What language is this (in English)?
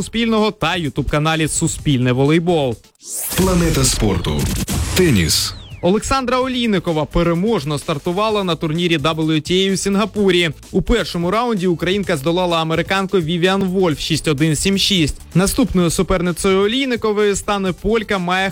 Ukrainian